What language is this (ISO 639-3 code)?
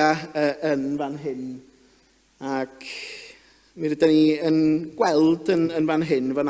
cym